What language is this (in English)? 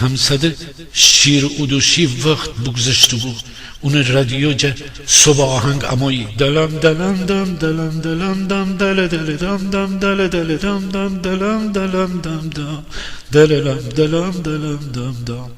Gilaki